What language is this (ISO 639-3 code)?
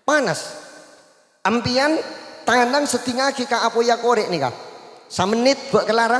mad